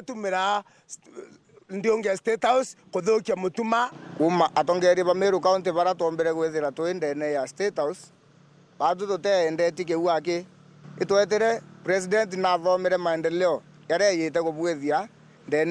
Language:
Meru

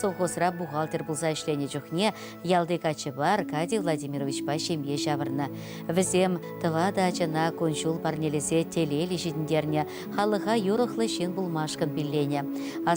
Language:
Chuvash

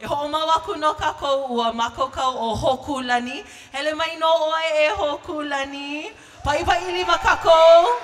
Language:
Hawaiian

